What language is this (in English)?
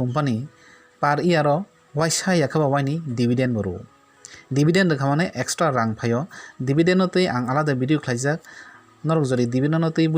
Kok Borok